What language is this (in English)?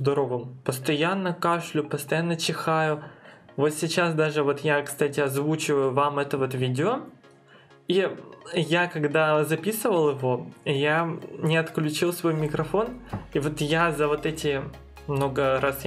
Russian